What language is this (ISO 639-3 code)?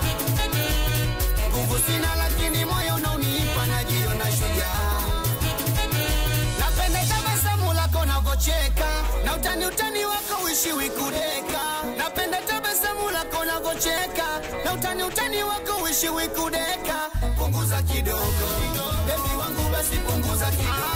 swa